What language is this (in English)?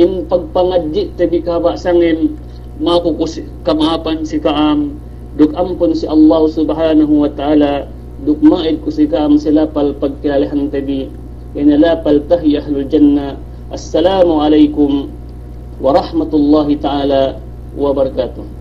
Yakan